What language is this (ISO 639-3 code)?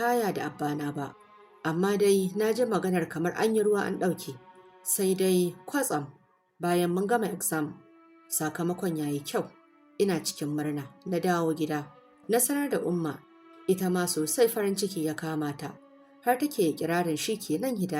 hau